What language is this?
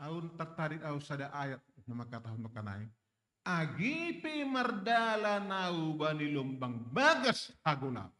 Batak Simalungun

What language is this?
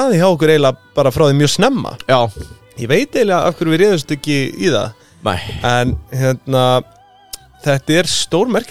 Icelandic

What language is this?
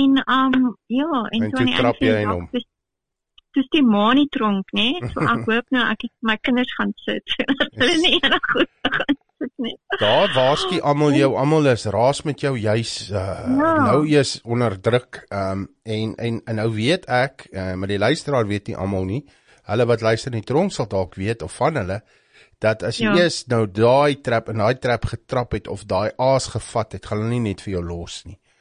Afrikaans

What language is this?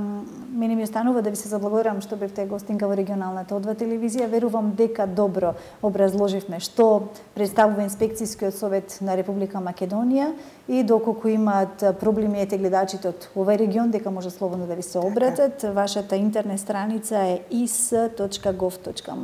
Macedonian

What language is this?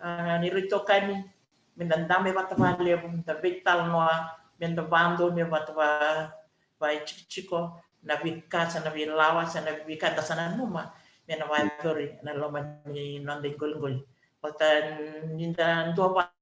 Fijian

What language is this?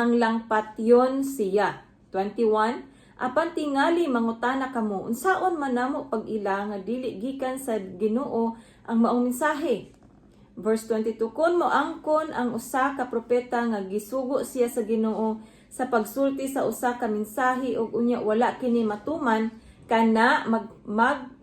Cebuano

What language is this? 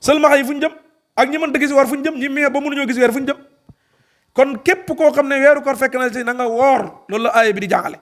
Wolof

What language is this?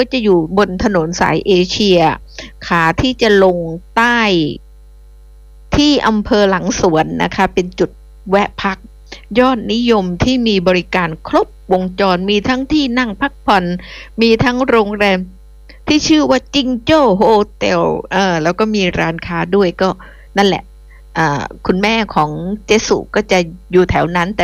Thai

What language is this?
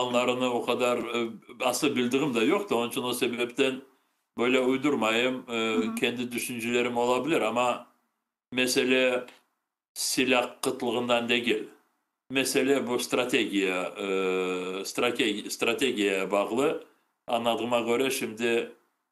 Crimean Tatar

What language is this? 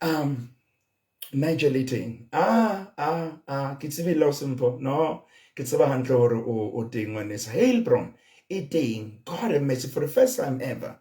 Southern Sotho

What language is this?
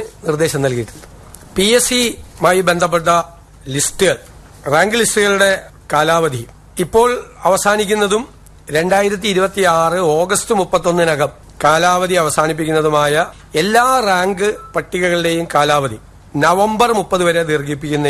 Malayalam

